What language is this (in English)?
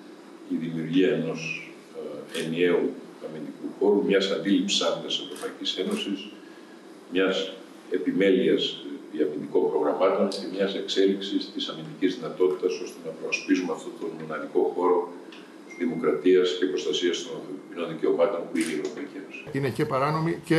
Greek